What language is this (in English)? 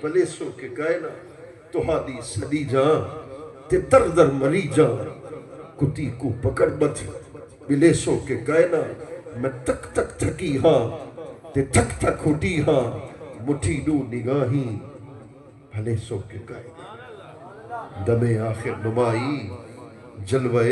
Saraiki